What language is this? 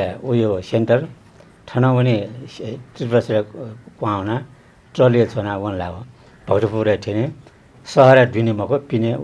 Newari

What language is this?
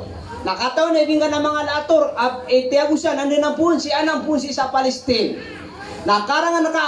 Maranao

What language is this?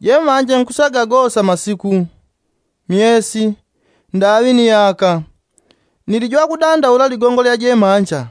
Yao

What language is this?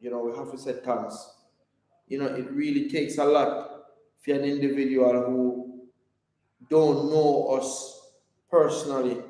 Jamaican Creole English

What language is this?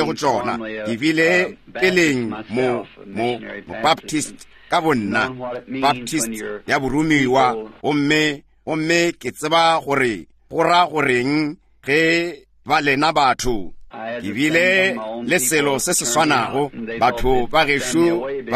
Northern Sotho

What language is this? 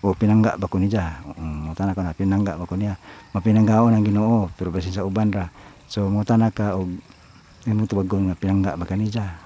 Cebuano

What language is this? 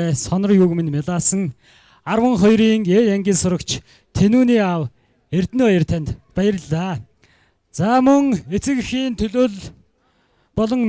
Mongolian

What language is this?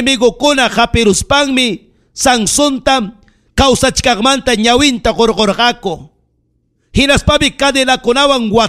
Ayacucho Quechua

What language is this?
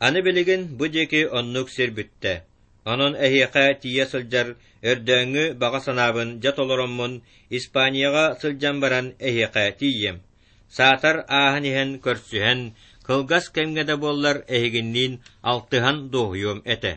Yakut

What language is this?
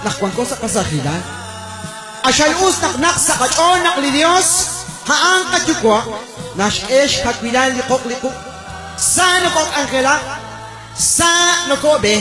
Kekchí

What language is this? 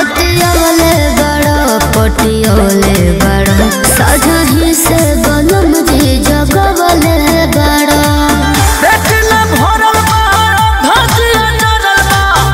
Bhojpuri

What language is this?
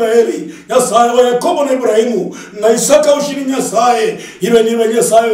Luyia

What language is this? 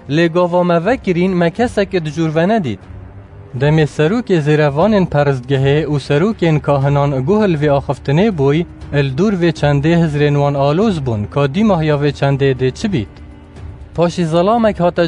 Kurdish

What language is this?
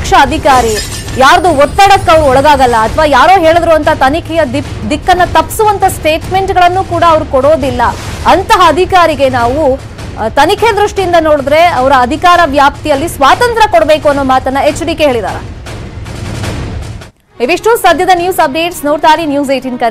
Kannada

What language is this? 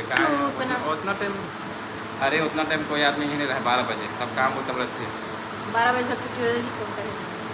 Chhattisgarhi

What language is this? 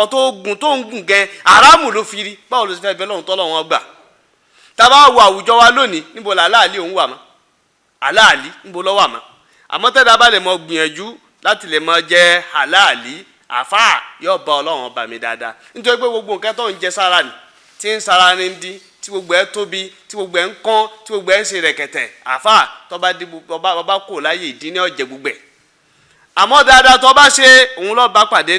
Yoruba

